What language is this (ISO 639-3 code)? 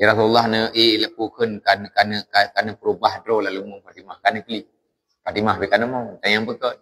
ace